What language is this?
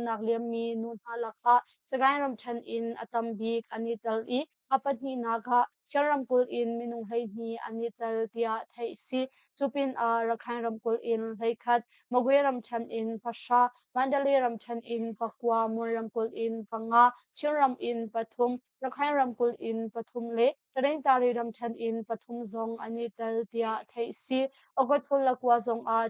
Hakha Chin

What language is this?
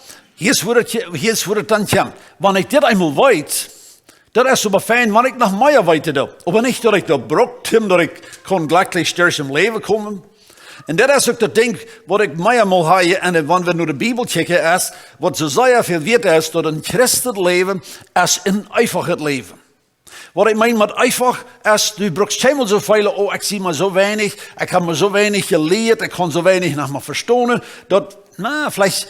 Plautdietsch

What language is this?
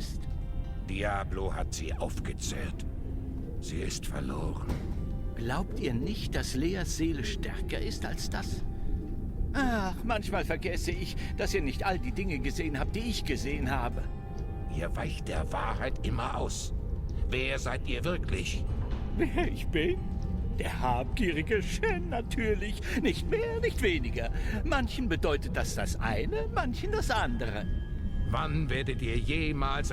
Swiss German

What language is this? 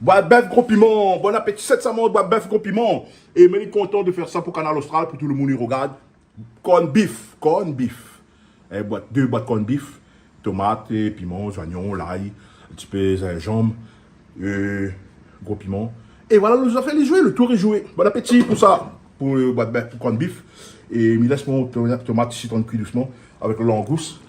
Réunion Creole French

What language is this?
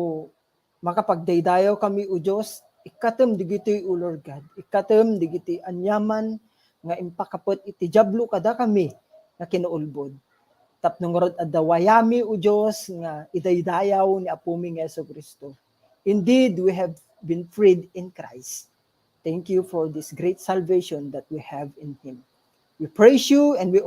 Iloko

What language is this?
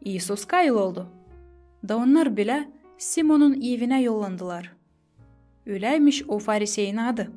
Gagauz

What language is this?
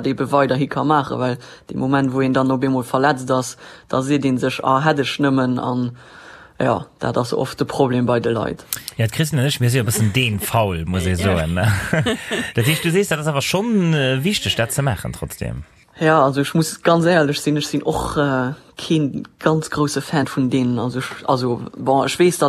Luxembourgish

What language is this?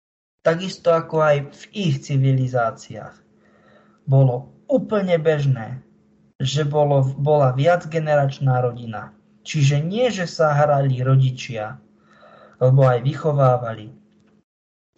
Slovak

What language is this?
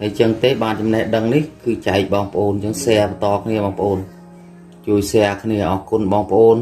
Khmer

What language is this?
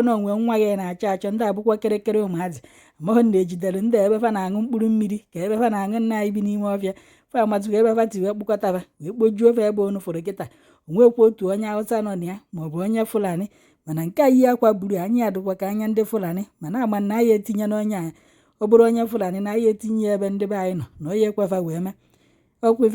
Igbo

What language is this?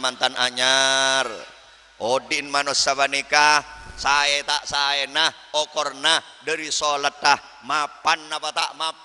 Madurese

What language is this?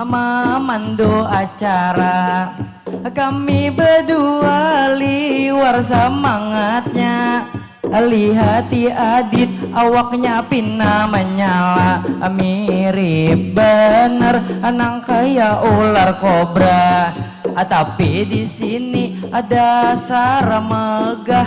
Banjar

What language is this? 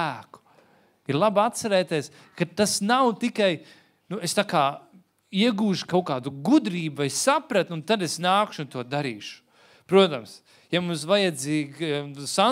Latvian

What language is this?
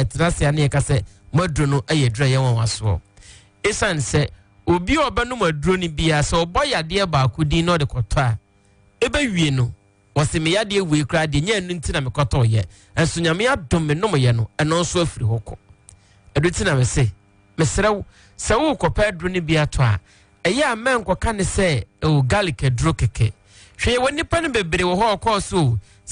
Akan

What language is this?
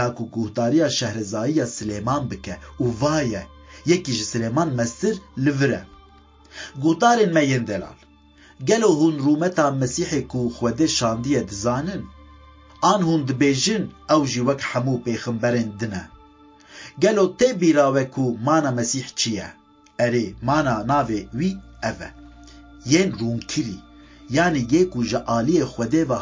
Kurdish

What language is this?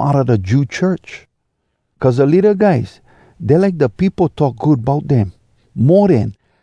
Hawai'i Creole English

